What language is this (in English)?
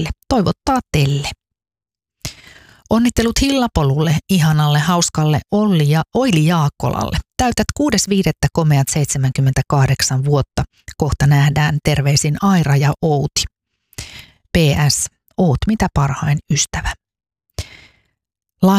Finnish